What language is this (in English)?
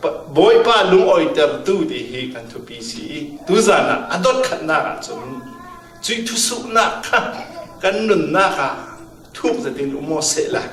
Falam Chin